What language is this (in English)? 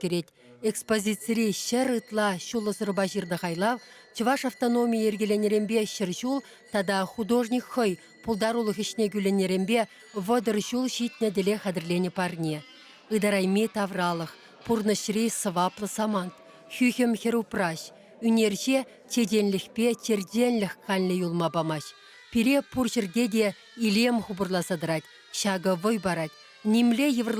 Chuvash